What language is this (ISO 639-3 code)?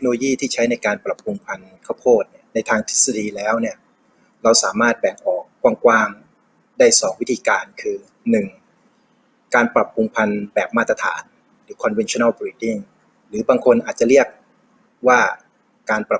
tha